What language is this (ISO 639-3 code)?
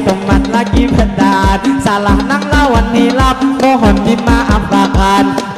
bjn